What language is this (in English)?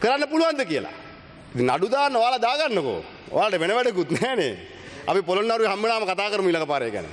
Sinhala